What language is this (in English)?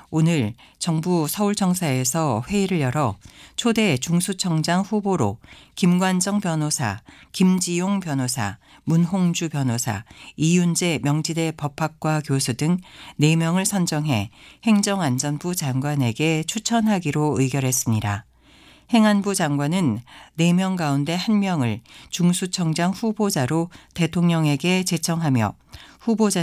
Korean